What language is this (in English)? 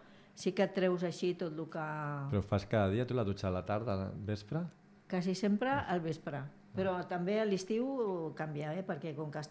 Catalan